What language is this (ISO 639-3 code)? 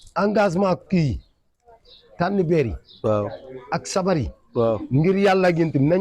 wol